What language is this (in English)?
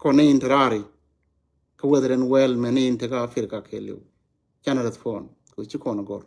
Nuer